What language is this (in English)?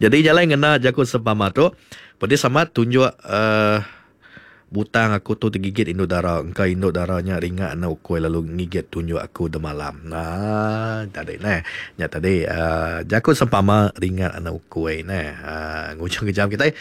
Iban